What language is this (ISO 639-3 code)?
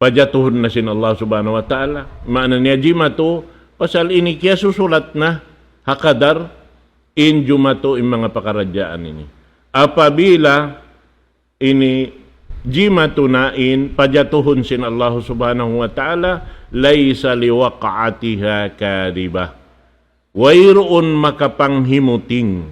tsg